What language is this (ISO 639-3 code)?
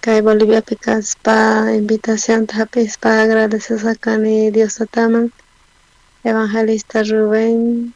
quh